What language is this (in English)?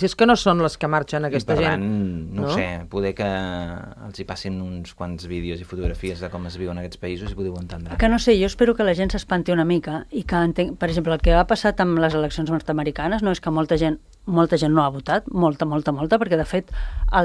Catalan